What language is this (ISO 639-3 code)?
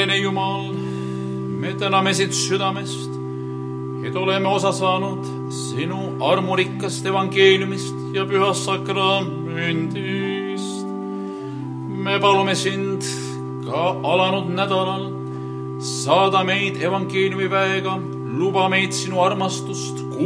est